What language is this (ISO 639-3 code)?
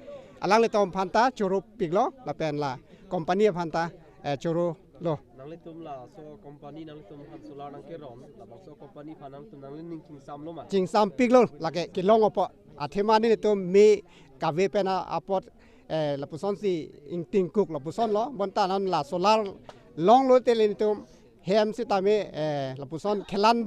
mjw